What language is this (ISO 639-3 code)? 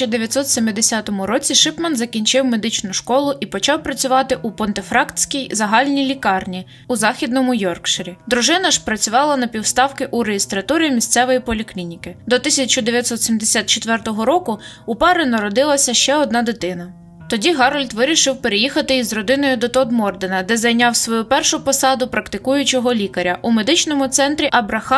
ukr